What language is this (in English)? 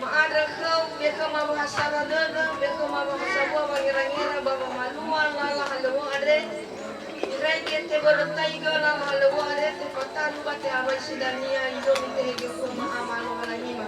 Nias